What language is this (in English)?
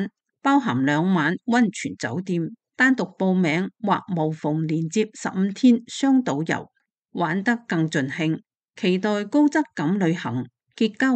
Cantonese